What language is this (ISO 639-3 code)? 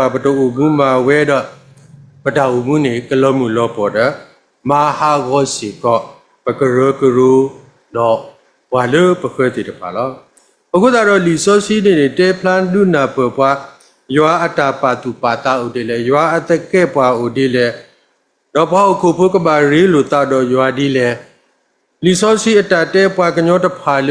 ksw